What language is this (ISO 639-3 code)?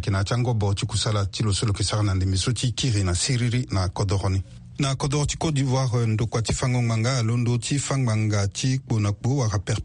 sag